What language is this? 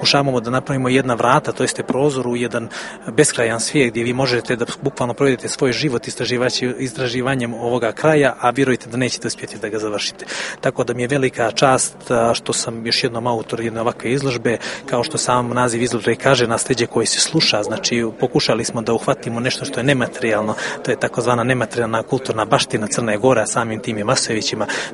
Serbian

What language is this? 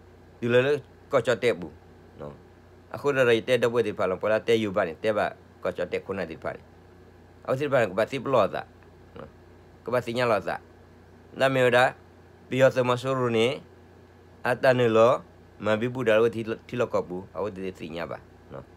S'gaw Karen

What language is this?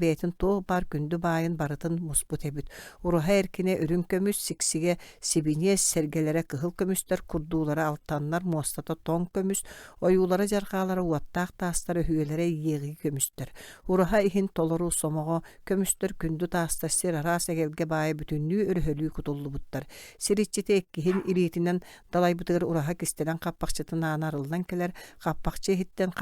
Yakut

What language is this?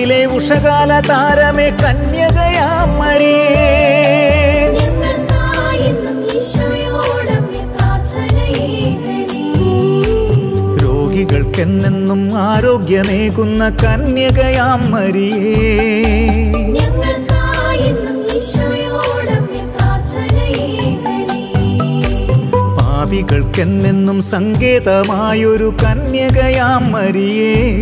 Malayalam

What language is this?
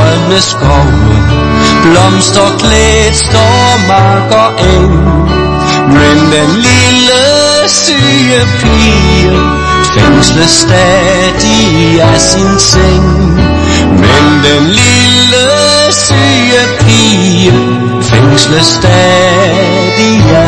Danish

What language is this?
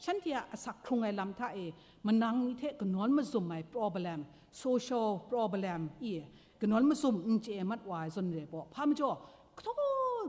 Kachin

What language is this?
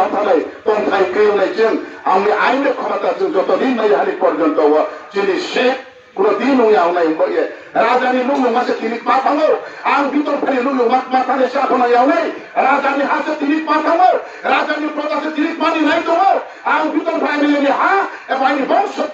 Riang (India)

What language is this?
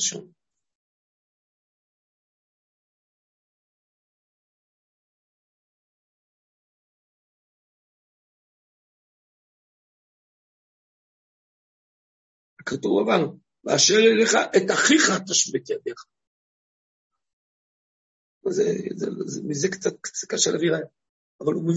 Hebrew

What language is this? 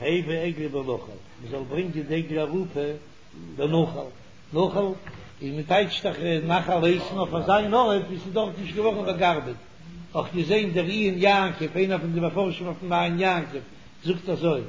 Yiddish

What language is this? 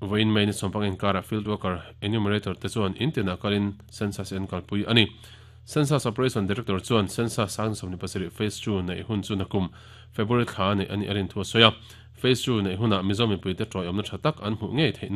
Mizo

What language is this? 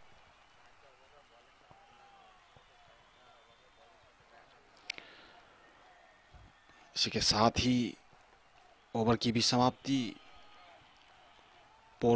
Hindi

